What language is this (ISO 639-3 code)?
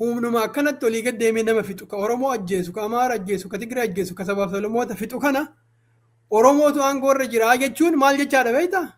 orm